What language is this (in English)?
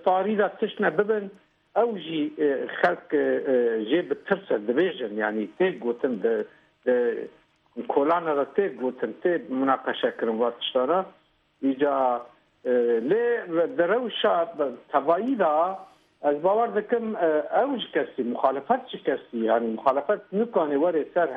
Kurdish